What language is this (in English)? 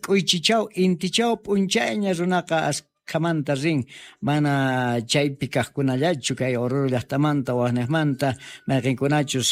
South Bolivian Quechua